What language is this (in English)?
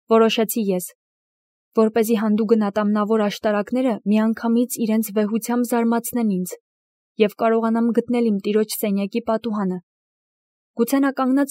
Armenian